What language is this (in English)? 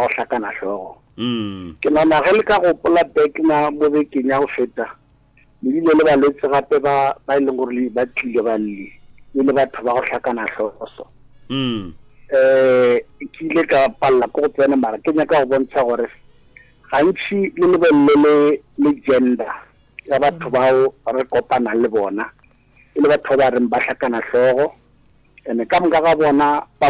Northern Sotho